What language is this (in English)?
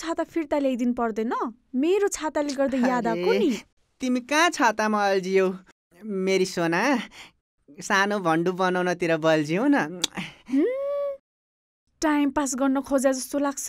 Nepali